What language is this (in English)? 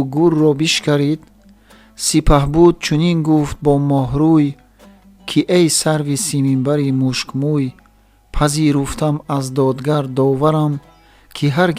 Tajik